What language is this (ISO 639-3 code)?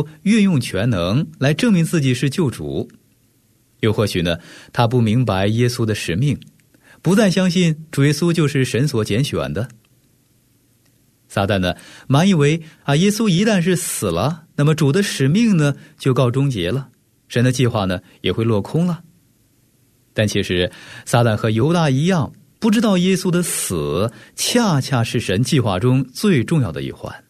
zho